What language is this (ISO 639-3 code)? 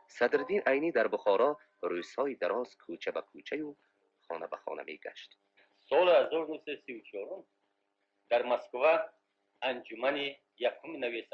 tgk